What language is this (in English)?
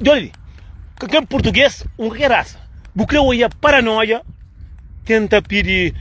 Kabuverdianu